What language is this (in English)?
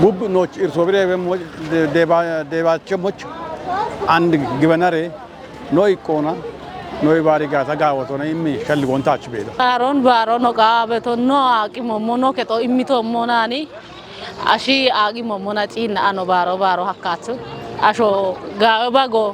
Kafa